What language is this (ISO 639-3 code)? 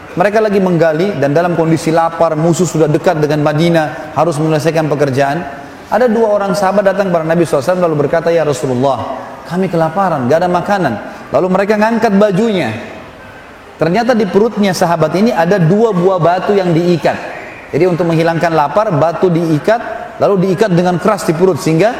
ind